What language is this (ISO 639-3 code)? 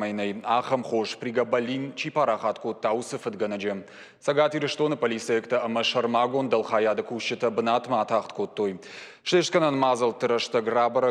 oss